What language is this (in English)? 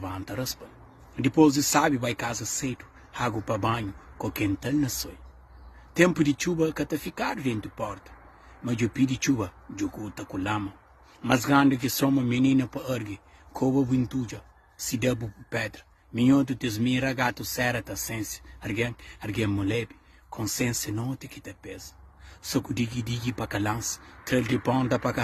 Kabuverdianu